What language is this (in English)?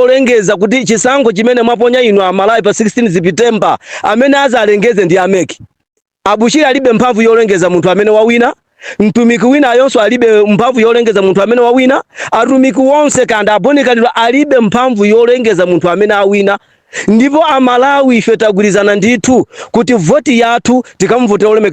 Nyanja